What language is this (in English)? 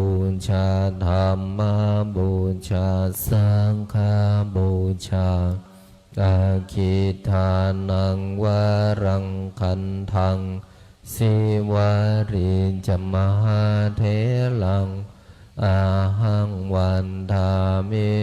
Pali